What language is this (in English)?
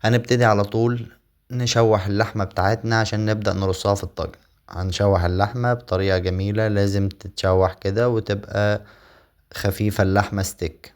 Egyptian Arabic